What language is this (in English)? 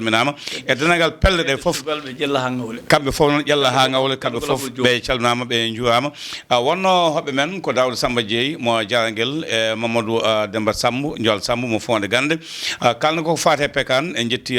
Fula